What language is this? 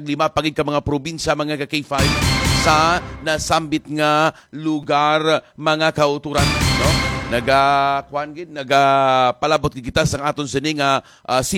Hiligaynon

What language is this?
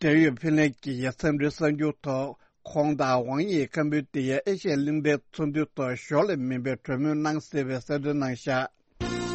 Tibetan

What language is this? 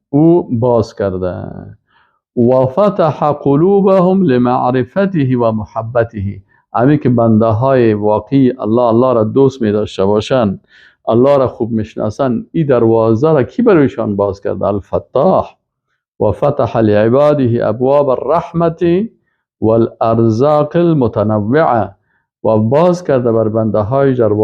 Persian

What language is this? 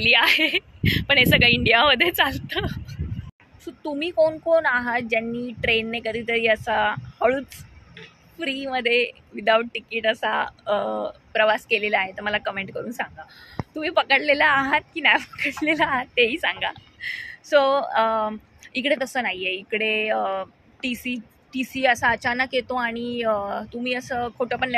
Marathi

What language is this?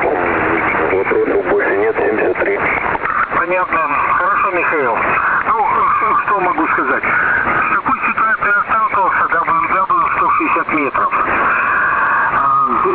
Russian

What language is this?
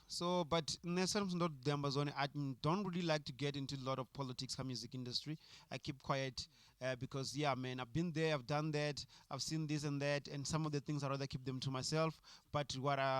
Venda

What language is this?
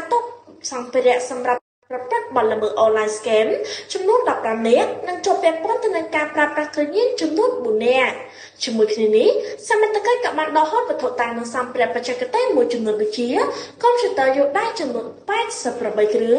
Khmer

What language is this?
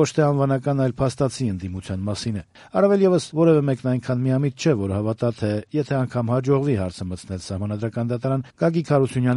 Armenian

